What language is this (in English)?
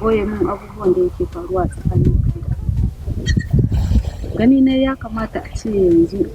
Hausa